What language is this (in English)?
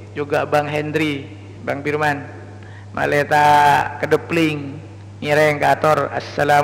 Madurese